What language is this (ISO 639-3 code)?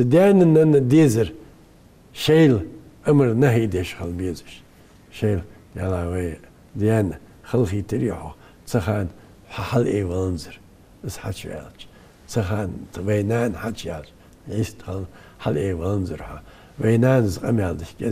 inh